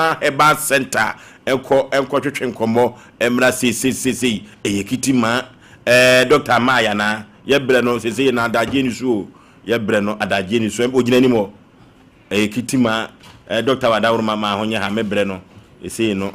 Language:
Akan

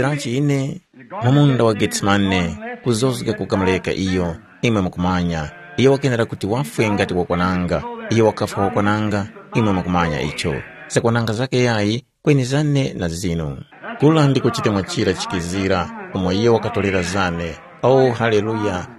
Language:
Tumbuka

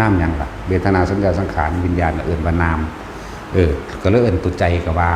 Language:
Northeastern Thai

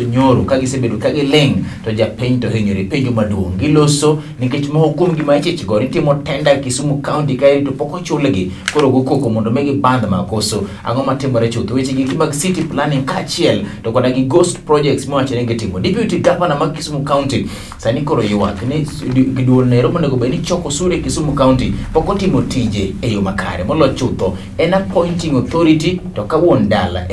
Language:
Luo (Kenya and Tanzania)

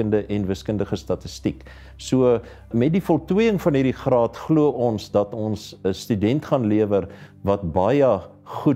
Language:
Afrikaans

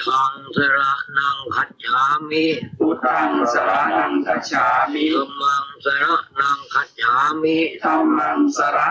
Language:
Pali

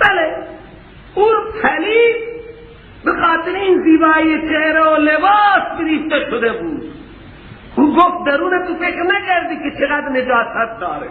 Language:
Persian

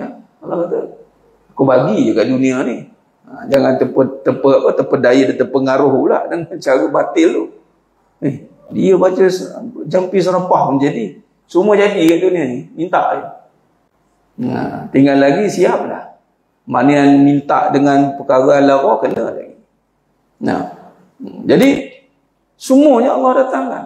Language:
Malay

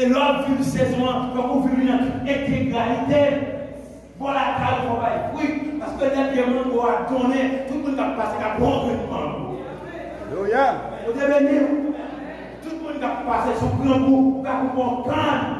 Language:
Haitian Creole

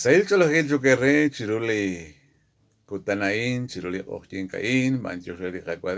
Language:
Kekchí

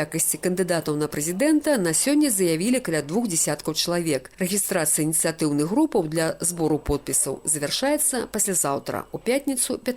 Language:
Belarusian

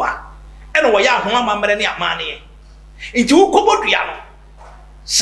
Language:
Akan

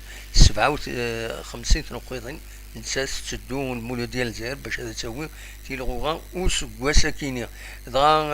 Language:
Kabyle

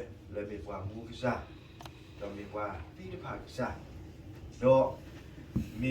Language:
S'gaw Karen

